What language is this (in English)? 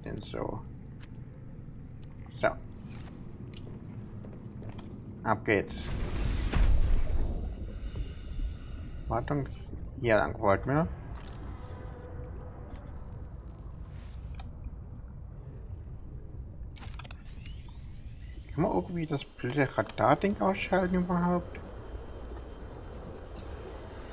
German